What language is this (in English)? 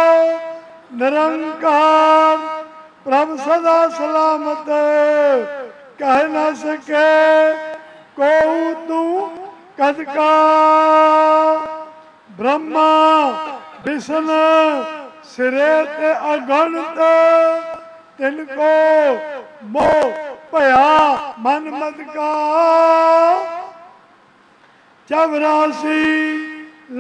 Punjabi